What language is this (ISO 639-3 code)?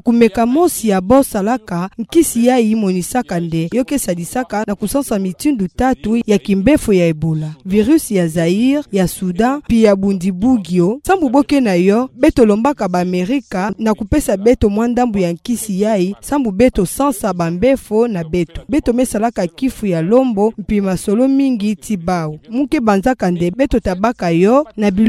ktu